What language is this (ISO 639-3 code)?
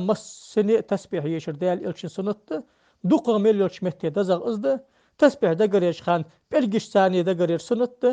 inh